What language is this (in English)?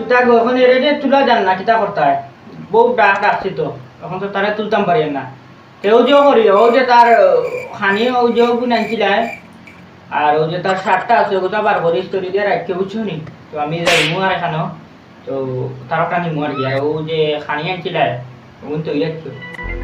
Sylheti